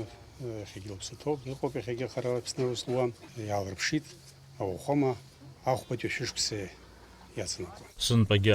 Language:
Abkhazian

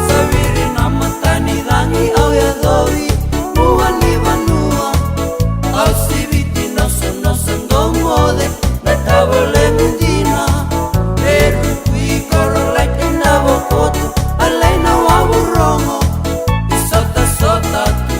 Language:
Fijian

